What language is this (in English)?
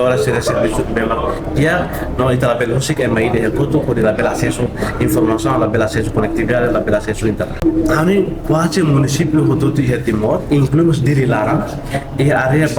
Tetum